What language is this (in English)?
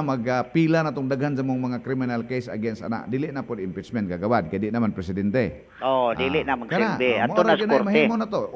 Cebuano